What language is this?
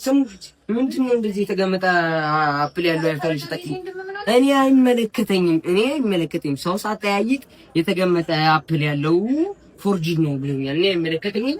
Amharic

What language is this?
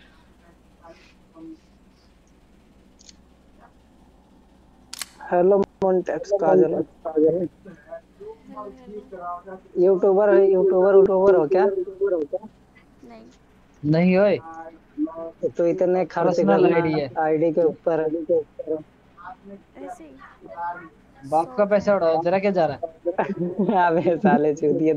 Hindi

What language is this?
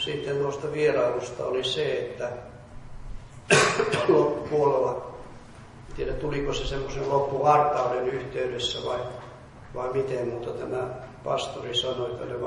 Finnish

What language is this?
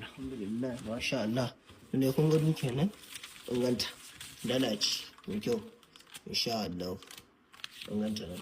Hausa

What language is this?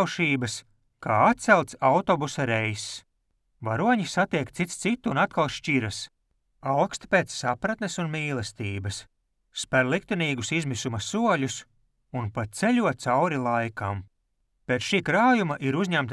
Latvian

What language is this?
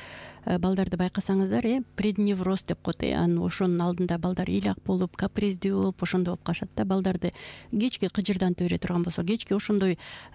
Kyrgyz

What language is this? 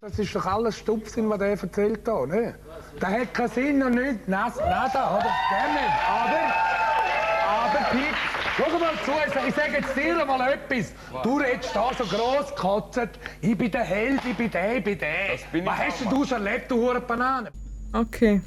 Swiss German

